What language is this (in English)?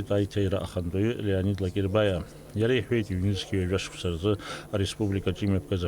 Abkhazian